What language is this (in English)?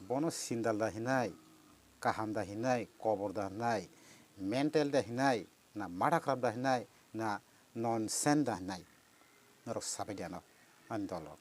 Kok Borok